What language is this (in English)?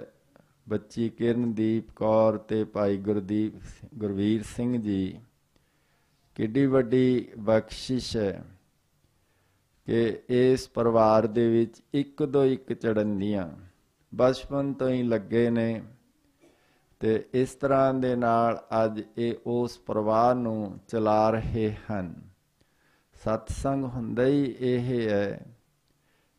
Punjabi